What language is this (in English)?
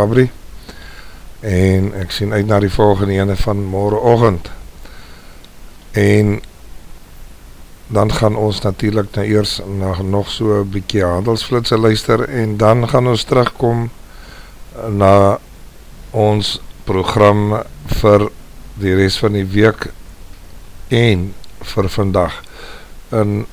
Afrikaans